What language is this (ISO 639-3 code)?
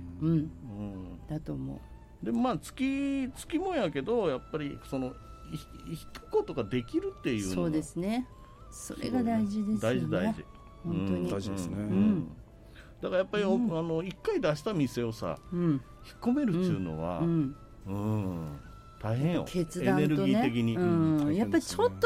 jpn